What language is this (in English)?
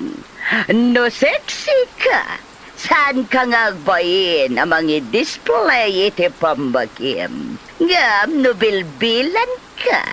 Iloko